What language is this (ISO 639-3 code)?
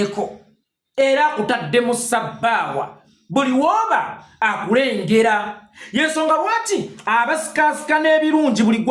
lug